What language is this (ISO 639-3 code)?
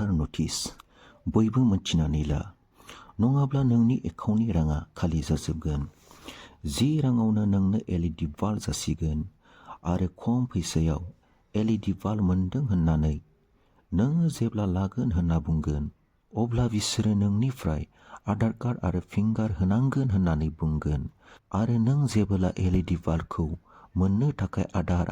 brx